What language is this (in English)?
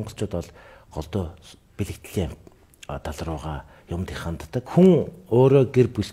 Mongolian